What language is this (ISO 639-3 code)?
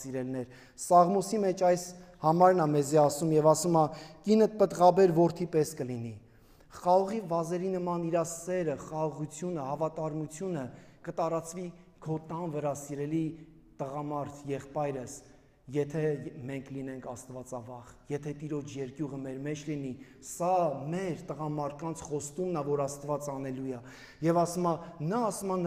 hye